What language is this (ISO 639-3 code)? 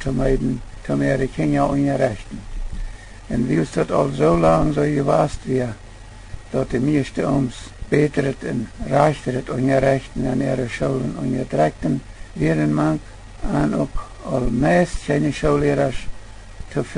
pdt